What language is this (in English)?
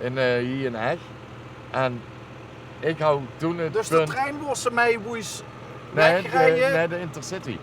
Limburgish